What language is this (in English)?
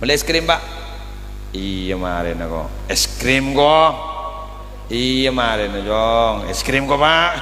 Madurese